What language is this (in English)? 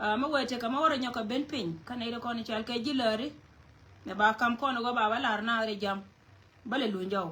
Nuer